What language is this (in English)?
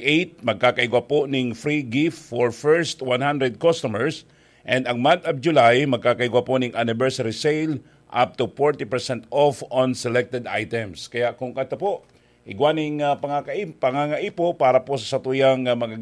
Bikol